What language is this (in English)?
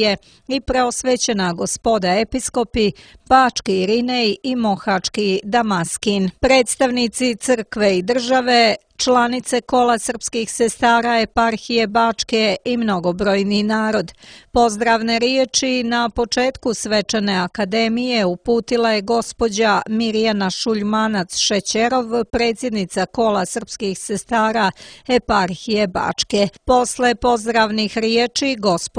Serbian